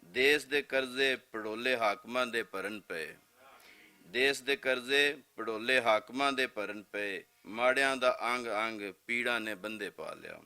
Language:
Western Panjabi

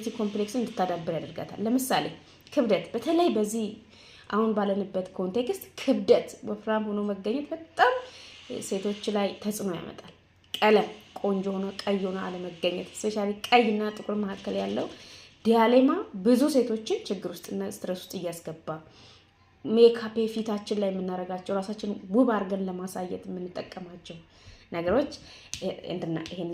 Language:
Amharic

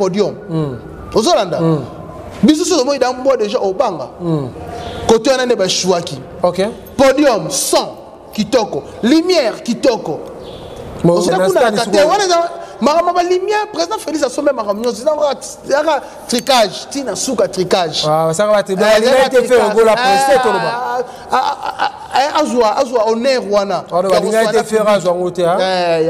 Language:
Lingala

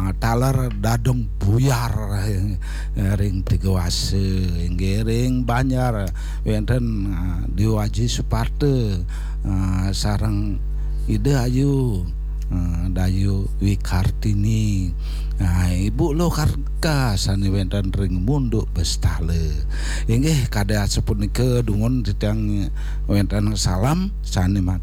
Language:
Balinese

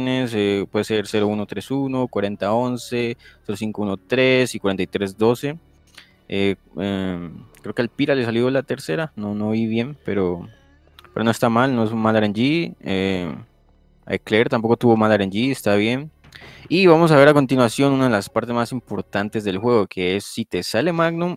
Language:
Spanish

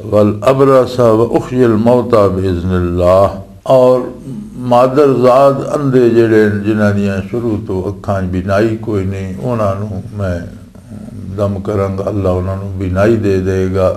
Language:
Western Panjabi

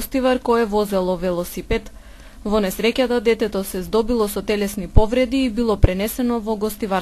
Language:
Macedonian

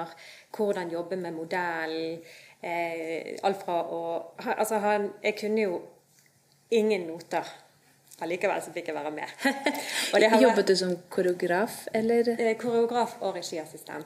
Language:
Norwegian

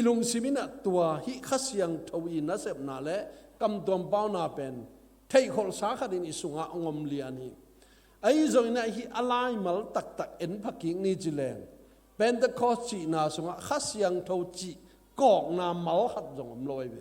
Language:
Tedim Chin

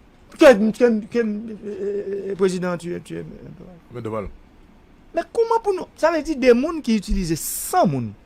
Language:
Haitian Creole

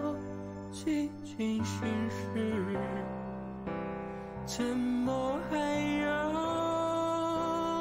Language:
Chinese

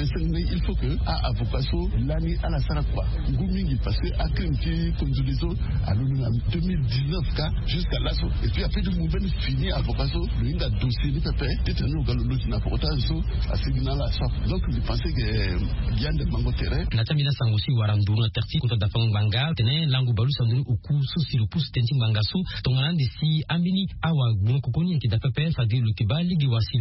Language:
Sango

